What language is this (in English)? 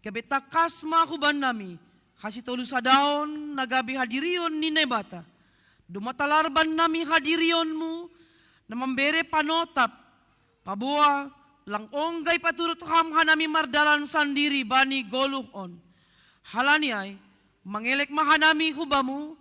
Batak Simalungun